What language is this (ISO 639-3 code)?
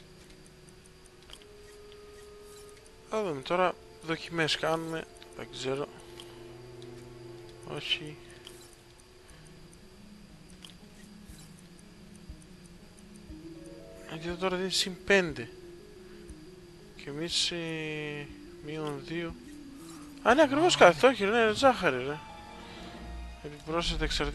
ell